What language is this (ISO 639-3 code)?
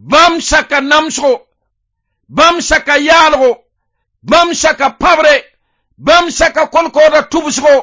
mos